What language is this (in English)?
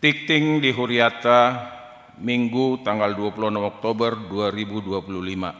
Batak Toba